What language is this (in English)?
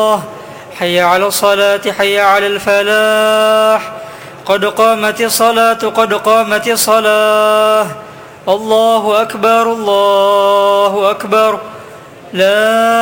Arabic